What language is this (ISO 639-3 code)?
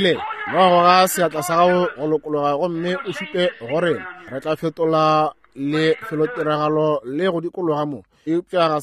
nso